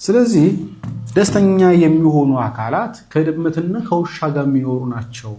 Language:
Amharic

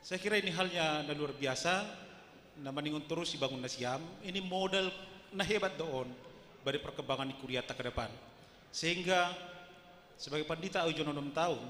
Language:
Batak Simalungun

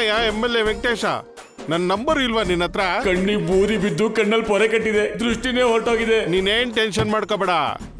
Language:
Kannada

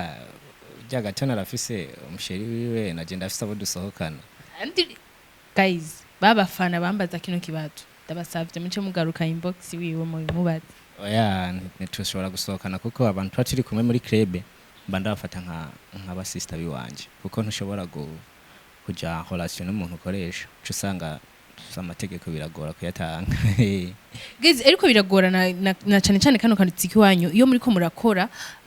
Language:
Rundi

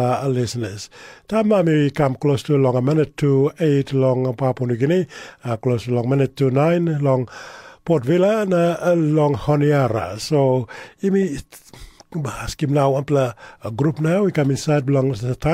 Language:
Tok Pisin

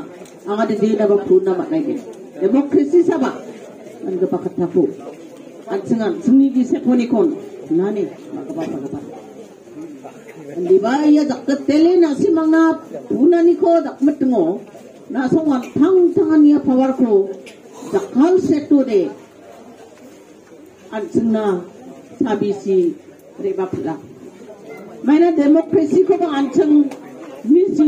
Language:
Garo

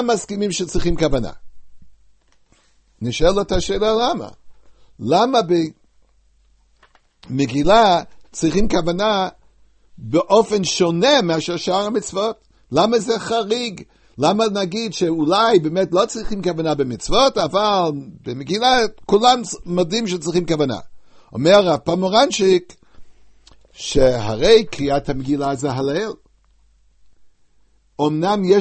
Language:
Hebrew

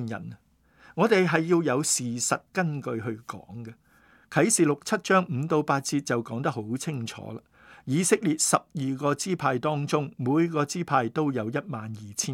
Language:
Cantonese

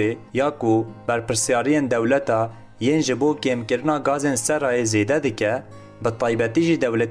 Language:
Kurdish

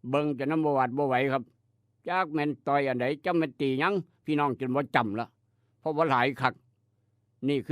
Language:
Northeastern Thai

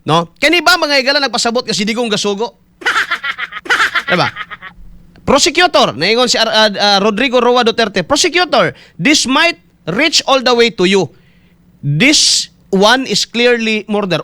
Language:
Cebuano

